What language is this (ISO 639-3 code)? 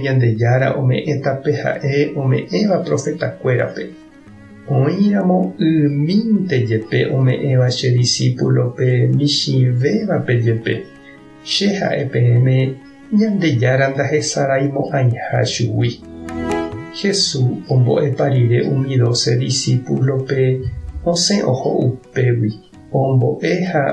grn